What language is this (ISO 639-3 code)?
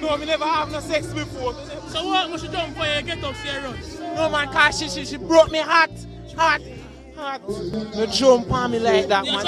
jam